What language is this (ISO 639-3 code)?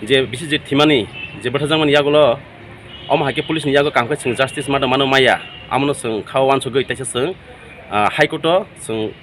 ria